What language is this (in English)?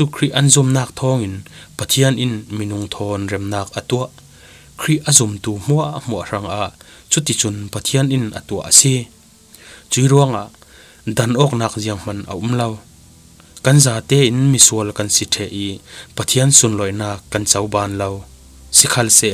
Falam Chin